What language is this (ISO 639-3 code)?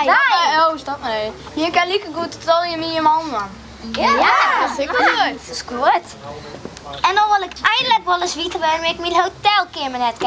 fry